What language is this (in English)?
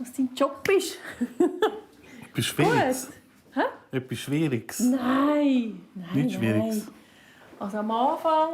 Swiss German